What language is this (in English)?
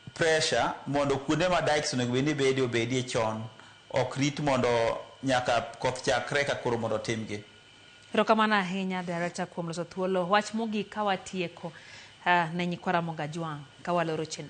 Luo (Kenya and Tanzania)